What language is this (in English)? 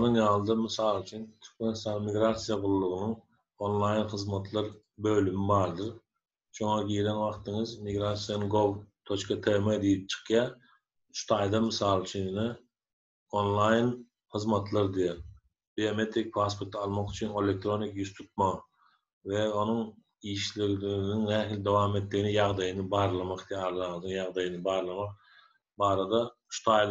Turkmen